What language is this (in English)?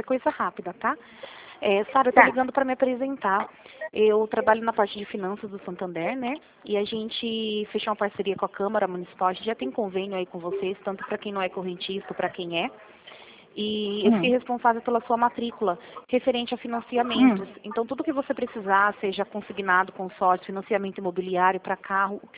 Portuguese